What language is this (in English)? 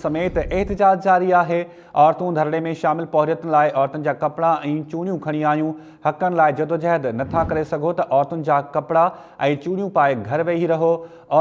Sindhi